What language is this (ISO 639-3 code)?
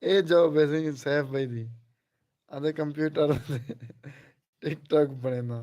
skr